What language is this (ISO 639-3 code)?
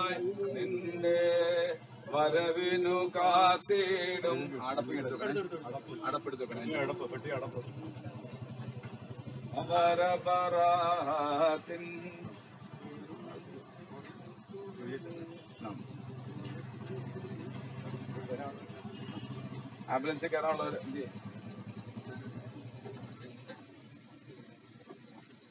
mal